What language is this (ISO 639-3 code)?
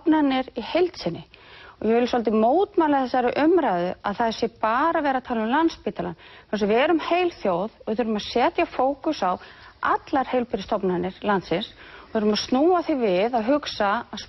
isl